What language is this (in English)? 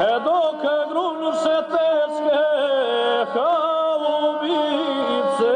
Bosnian